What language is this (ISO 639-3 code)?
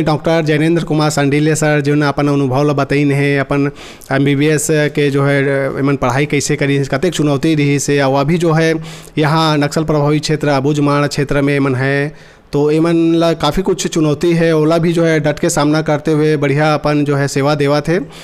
hne